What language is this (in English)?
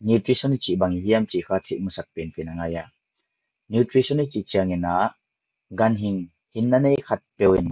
Paite Chin